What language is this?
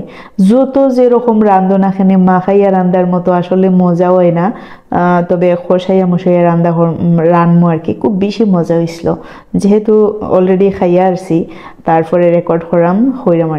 Sylheti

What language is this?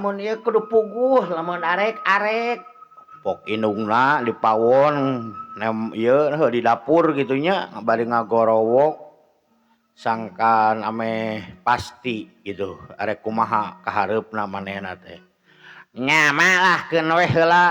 Sundanese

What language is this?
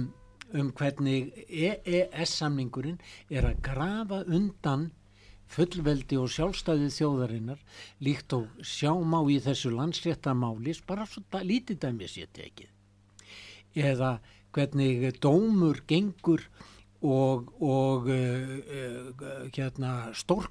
Icelandic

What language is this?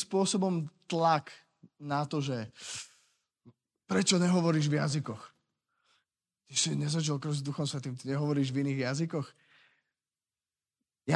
Slovak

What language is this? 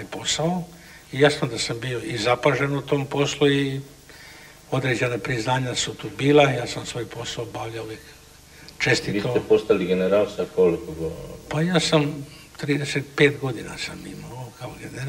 Croatian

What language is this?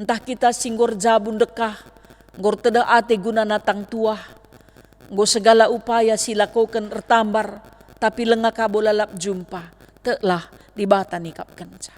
Batak Karo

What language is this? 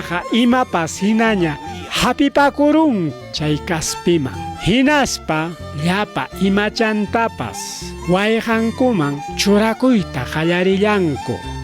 Ayacucho Quechua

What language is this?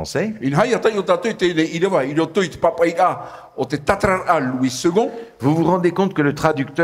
Tahitian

